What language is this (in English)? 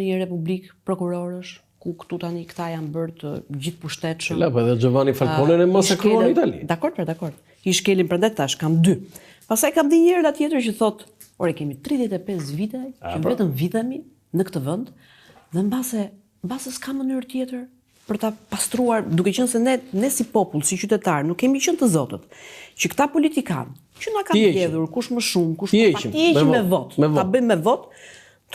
Albanian